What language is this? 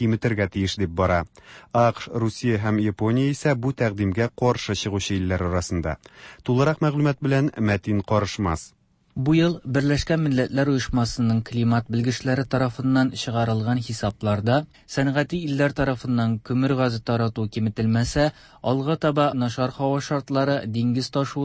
Tatar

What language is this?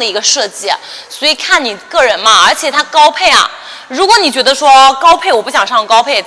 Chinese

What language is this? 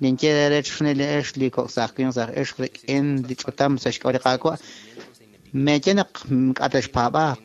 Kekchí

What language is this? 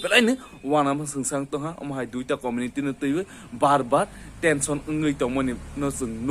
Kok Borok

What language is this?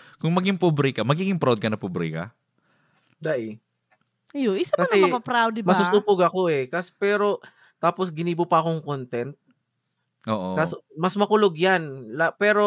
Bikol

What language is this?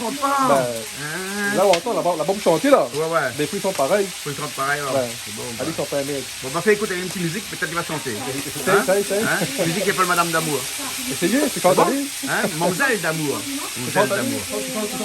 Réunion Creole French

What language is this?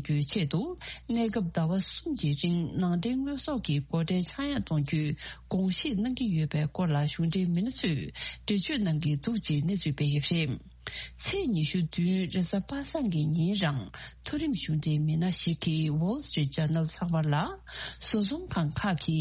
Tibetan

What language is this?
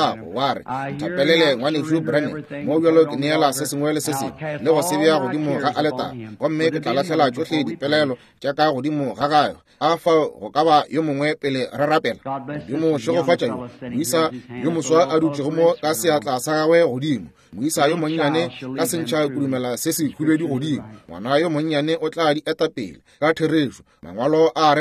Northern Sotho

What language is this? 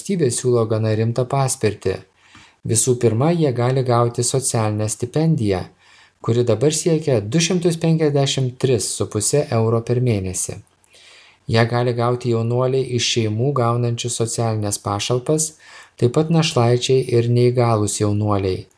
Lithuanian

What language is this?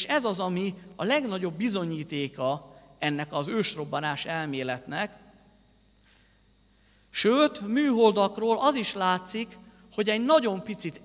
Hungarian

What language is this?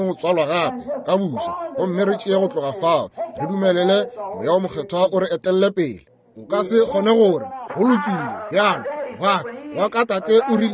Northern Sotho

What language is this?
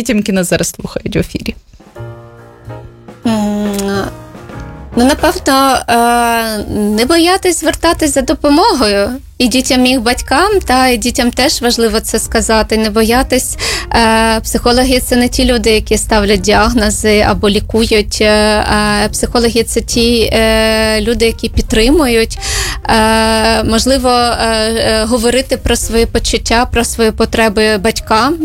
Ukrainian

